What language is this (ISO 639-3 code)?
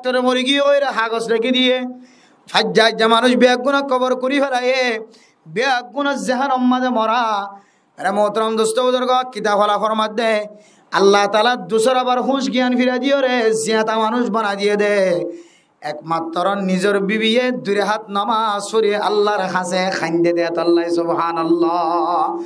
rhg